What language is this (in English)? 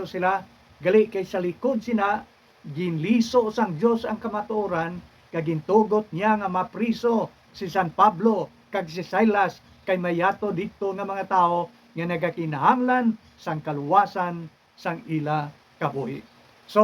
Hiligaynon